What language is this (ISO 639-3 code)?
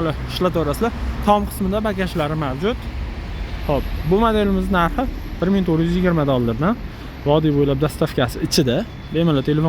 uzb